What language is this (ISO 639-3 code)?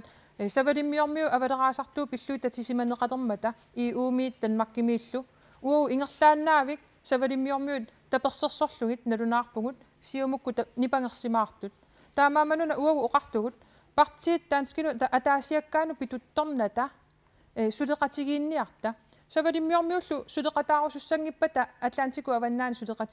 kal